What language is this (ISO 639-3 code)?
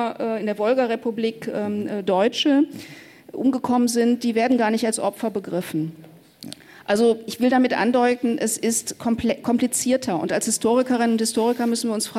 ltz